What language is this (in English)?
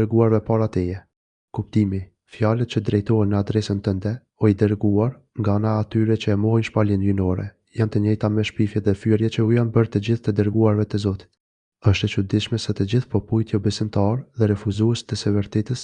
Albanian